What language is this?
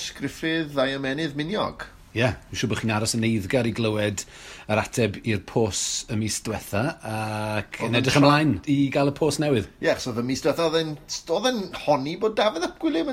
Welsh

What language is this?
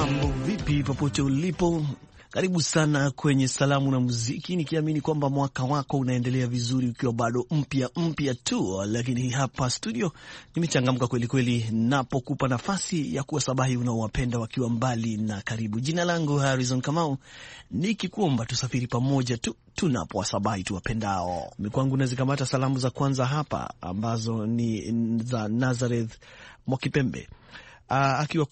Swahili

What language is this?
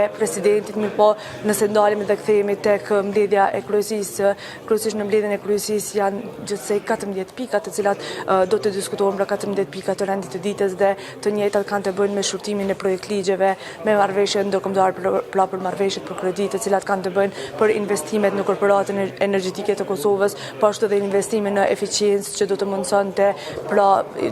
Albanian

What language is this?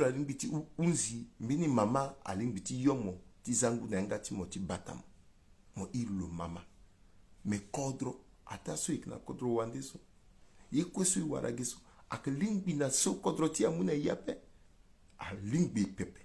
Sango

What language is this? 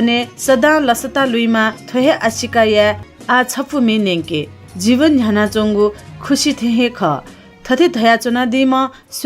Newari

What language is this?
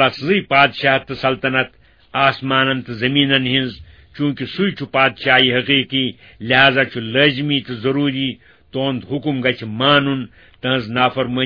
Kashmiri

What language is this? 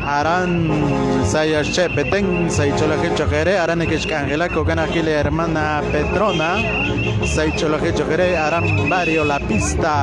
Kekchí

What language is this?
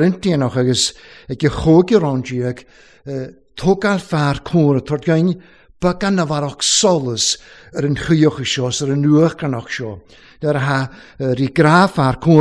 Welsh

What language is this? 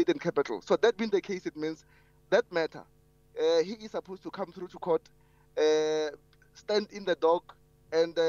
English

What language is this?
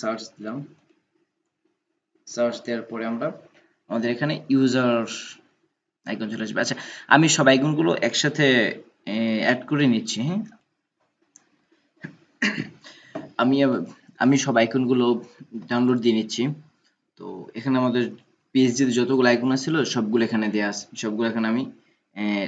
Bangla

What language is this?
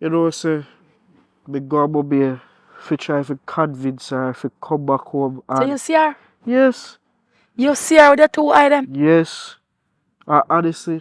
Jamaican Creole English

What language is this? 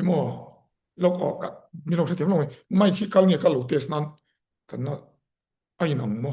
Mizo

